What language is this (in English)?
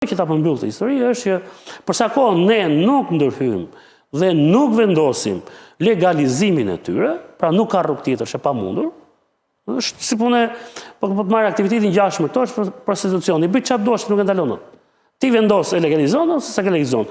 Albanian